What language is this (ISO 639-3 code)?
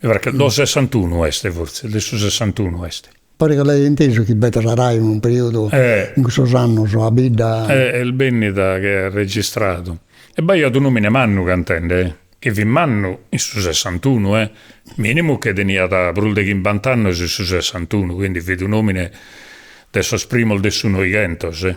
srd